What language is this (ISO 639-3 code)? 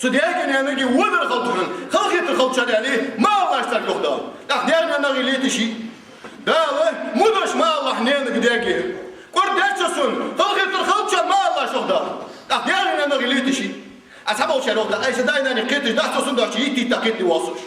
inh